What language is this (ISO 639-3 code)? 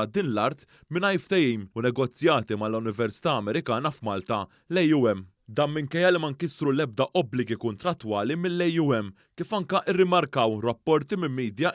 mlt